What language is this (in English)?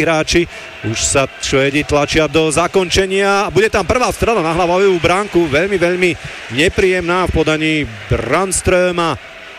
Slovak